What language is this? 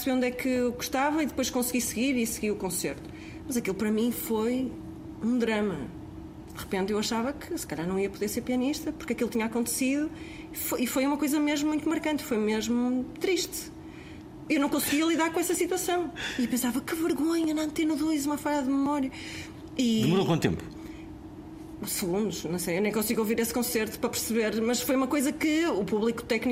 Portuguese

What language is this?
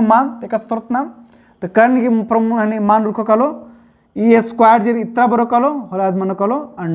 Kurukh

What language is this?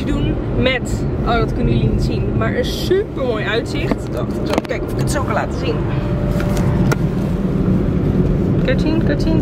Dutch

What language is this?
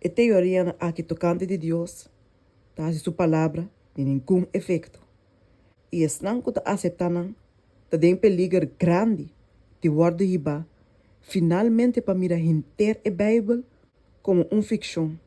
Papiamento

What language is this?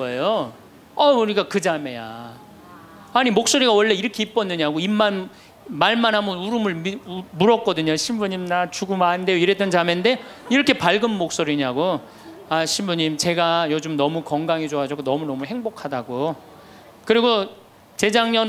Korean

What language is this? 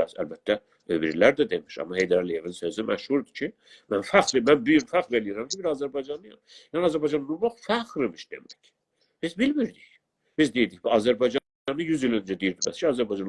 South Azerbaijani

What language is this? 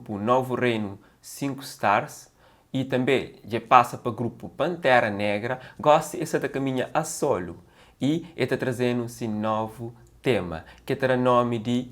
Kabuverdianu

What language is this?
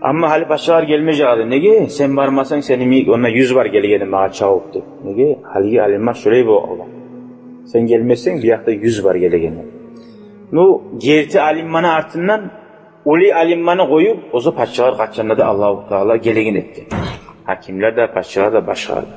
Kumyk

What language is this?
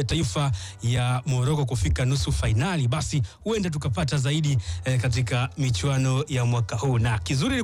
Swahili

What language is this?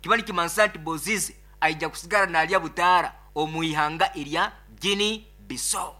Nyoro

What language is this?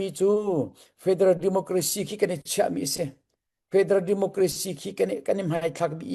Hakha Chin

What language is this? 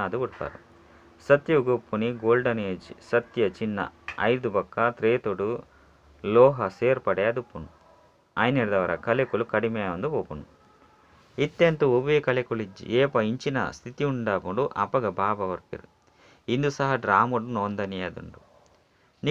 Tulu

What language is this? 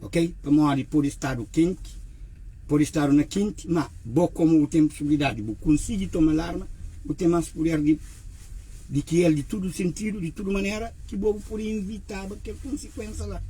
Kabuverdianu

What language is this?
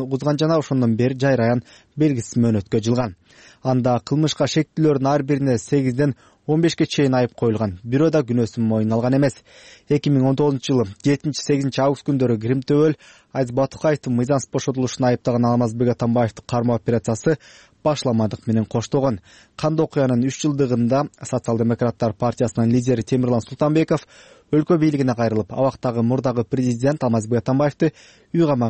Kyrgyz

